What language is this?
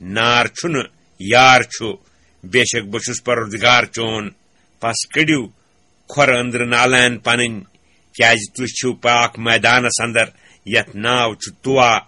Kashmiri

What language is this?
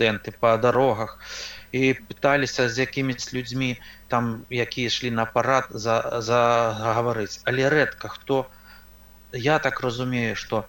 Belarusian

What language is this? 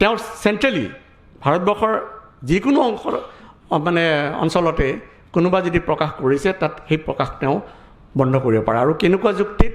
Assamese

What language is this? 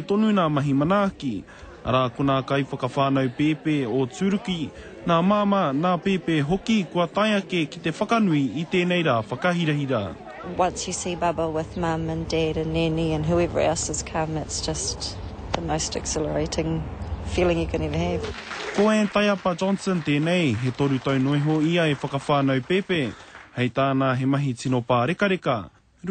Māori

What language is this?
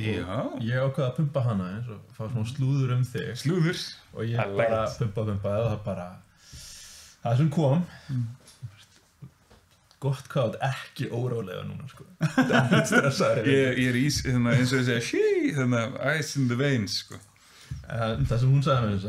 Icelandic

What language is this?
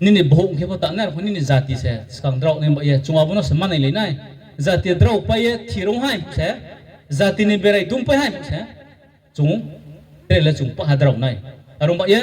Riang (India)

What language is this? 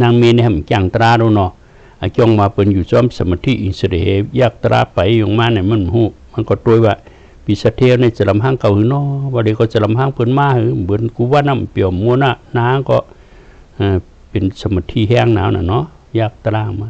Shan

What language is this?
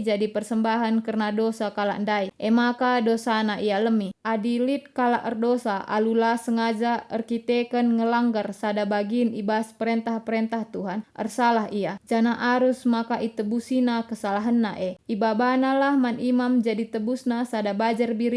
Batak Karo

